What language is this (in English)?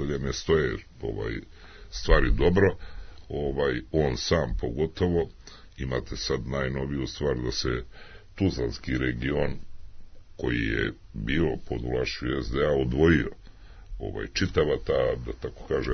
Serbian